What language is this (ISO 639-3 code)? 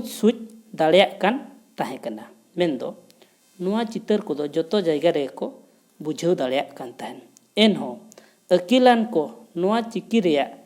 sat